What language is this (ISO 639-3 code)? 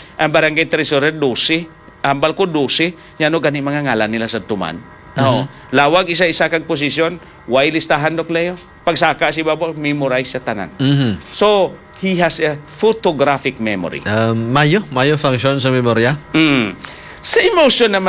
hil